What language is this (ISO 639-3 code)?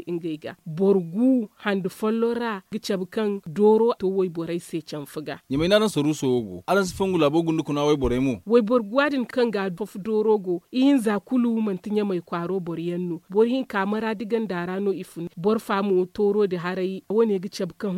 dje